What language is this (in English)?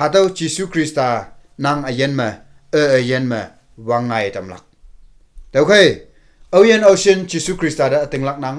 Konyak Naga